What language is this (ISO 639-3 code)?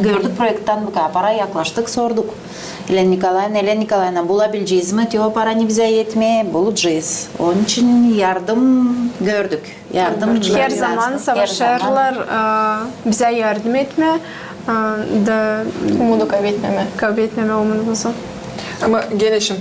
gag